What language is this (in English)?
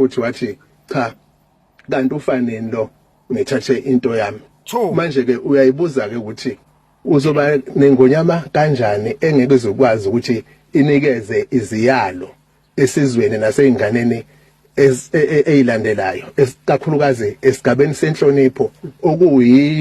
Zulu